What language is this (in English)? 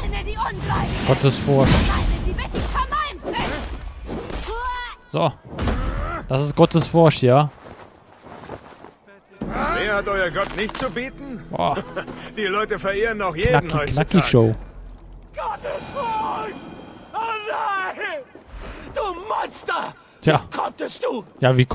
German